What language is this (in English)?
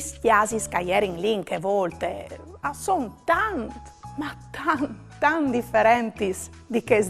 Friulian